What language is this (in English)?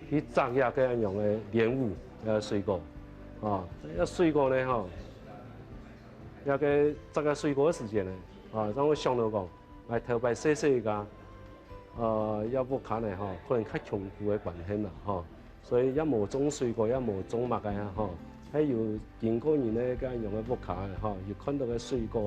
Hakka Chinese